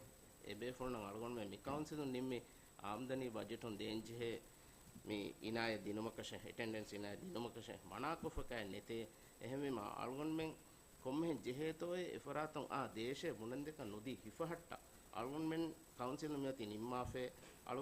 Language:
Divehi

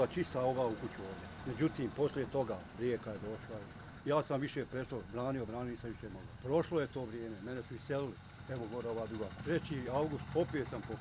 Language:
Bosnian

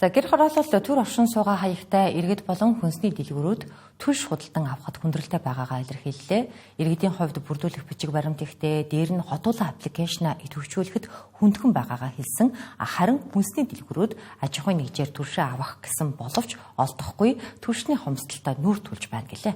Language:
Mongolian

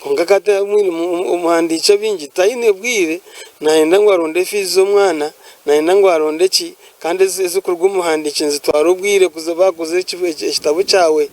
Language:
Nyankole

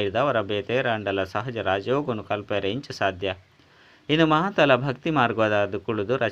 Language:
Tulu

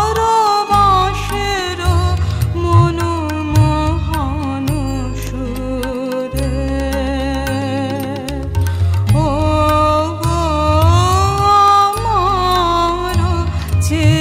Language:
Bangla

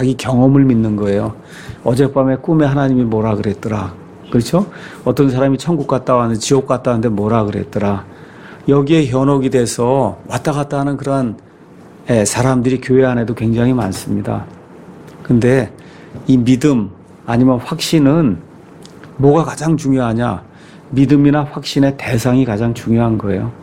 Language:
Korean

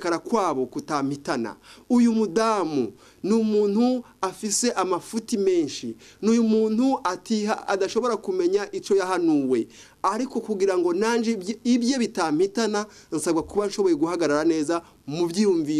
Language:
Rundi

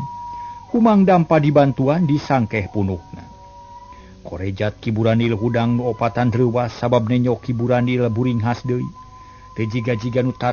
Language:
Sundanese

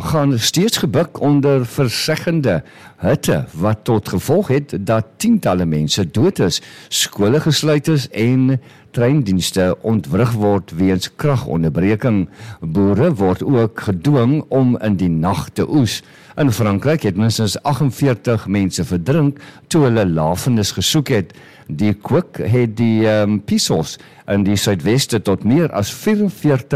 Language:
Afrikaans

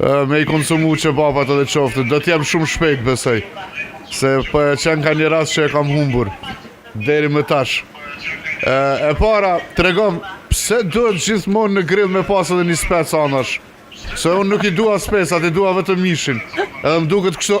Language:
Albanian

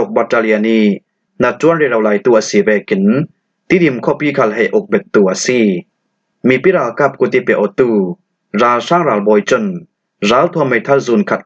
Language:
Falam Chin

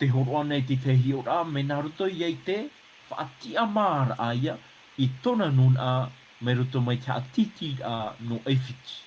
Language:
Tahitian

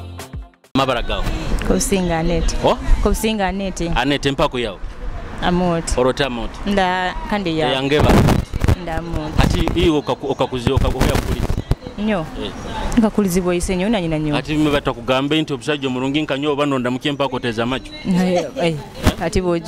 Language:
Nyoro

